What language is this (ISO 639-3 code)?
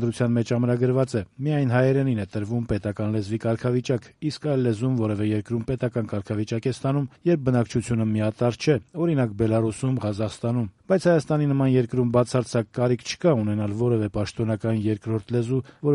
hye